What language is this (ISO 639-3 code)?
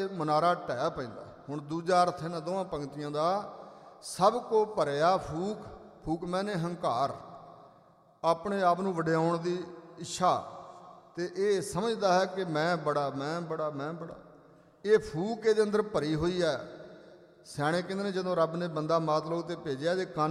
pan